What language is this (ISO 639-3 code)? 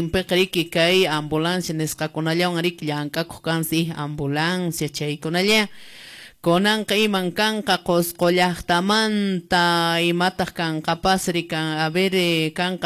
que